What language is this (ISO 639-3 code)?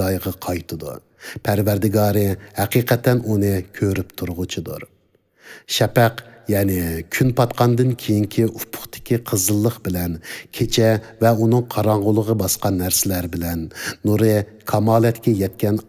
uig